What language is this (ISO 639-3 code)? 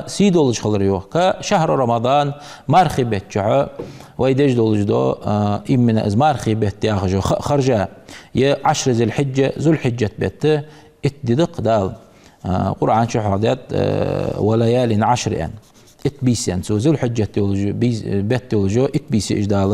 inh